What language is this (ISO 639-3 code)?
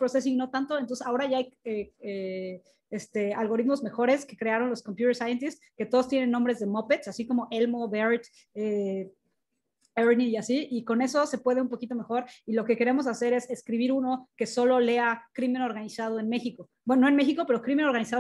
spa